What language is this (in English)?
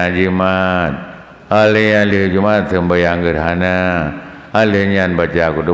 Achinese